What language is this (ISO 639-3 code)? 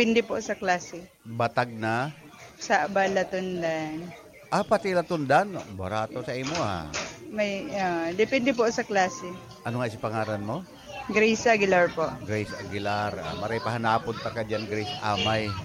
bik